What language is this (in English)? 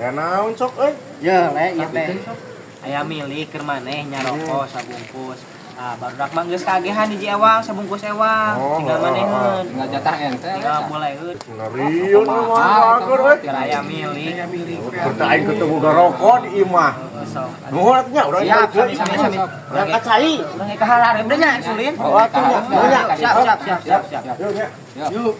Sundanese